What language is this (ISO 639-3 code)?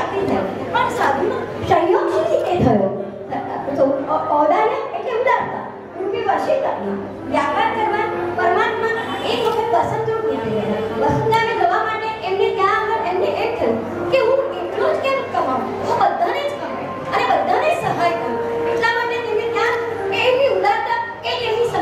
guj